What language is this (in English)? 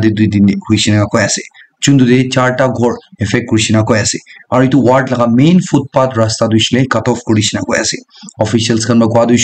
Naga Pidgin